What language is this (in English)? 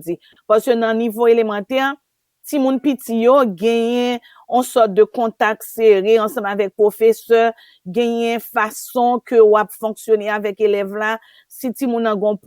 Haitian Creole